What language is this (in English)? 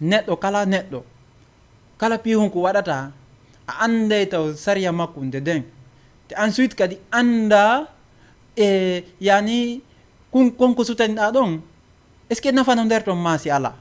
Fula